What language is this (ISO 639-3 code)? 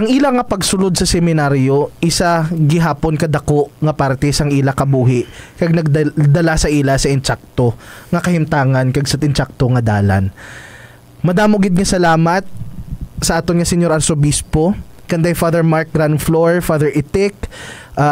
hil